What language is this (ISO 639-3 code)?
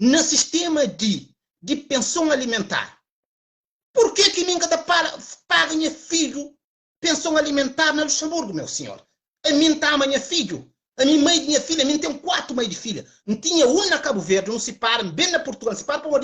kea